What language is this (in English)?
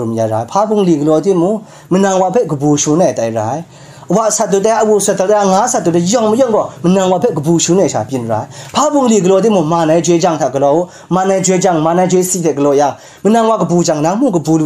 Kachin